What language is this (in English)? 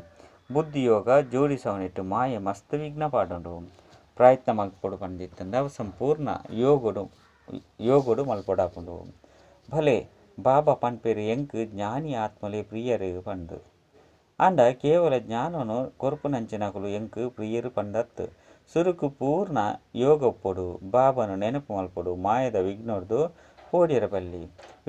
Tulu